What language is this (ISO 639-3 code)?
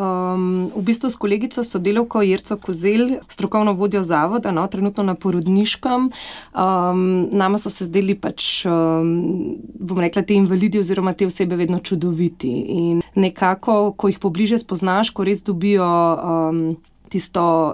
slv